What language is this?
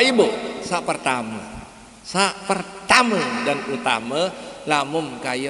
Sasak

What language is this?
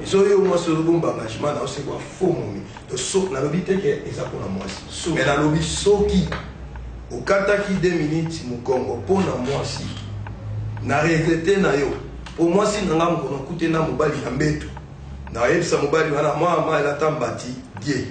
Lingala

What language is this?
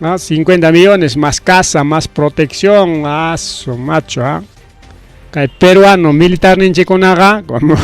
Ayacucho Quechua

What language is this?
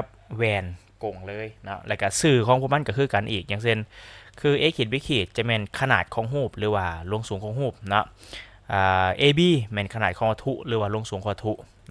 Lao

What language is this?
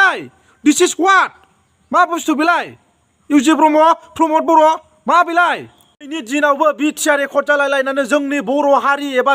Bodo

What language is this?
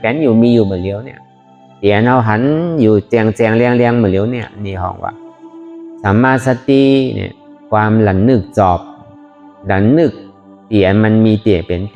Shan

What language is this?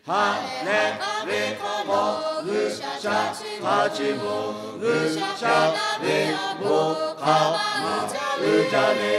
Lahu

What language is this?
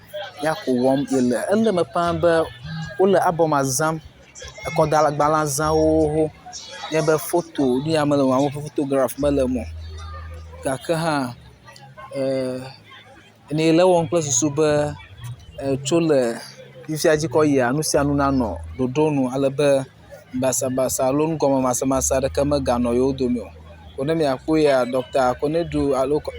Ewe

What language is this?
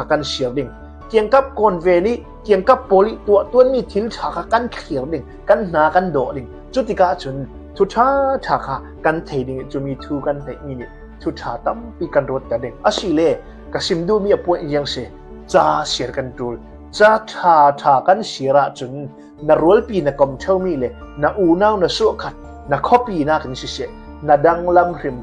Hakha Chin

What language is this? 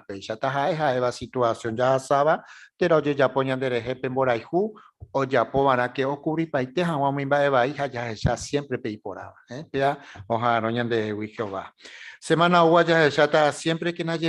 Guarani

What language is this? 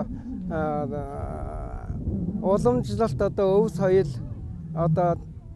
Mongolian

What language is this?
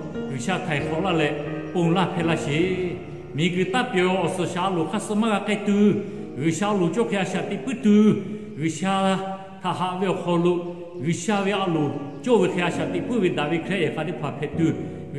Lahu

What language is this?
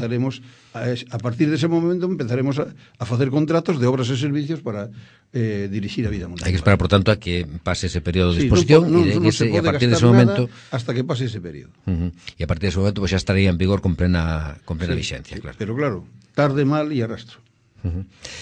Galician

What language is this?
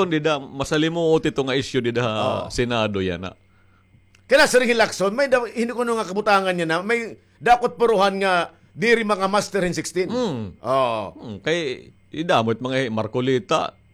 Waray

